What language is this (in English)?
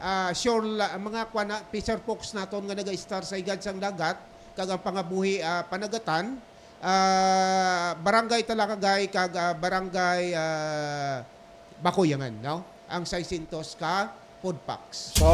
Hiligaynon